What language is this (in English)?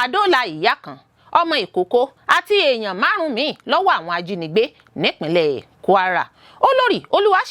Yoruba